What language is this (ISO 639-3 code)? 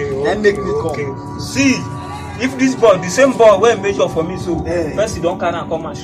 pcm